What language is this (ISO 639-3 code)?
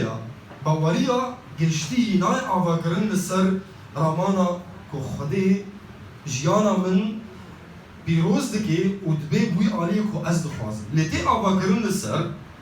kur